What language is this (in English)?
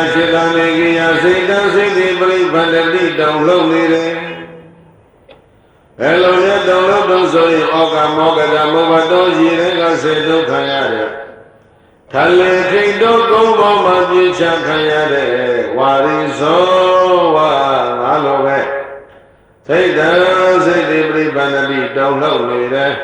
Burmese